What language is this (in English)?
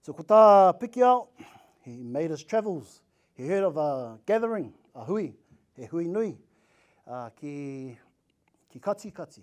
Māori